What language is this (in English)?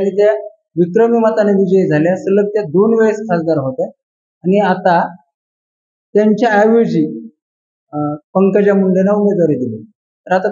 Marathi